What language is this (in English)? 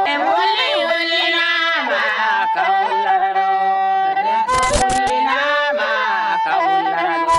Fula